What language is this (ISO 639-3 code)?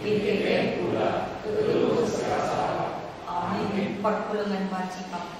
btx